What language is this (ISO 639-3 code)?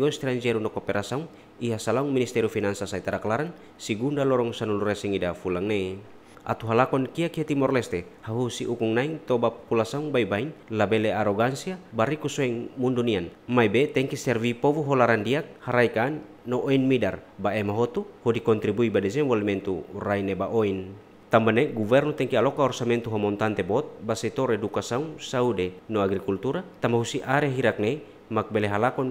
tet